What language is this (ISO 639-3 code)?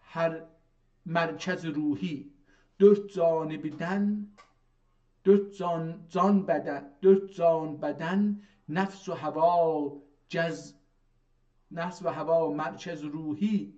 azb